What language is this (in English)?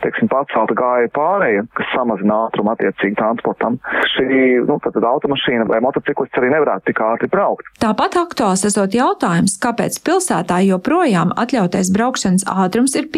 Latvian